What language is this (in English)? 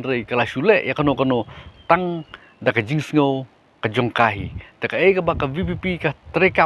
Khasi